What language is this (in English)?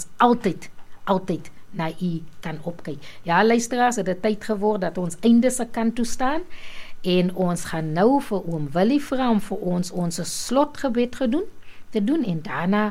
Afrikaans